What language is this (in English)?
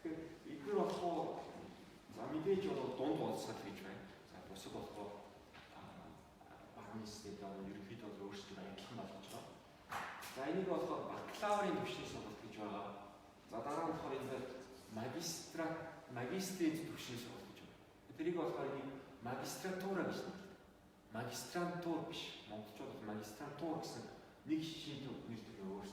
Mongolian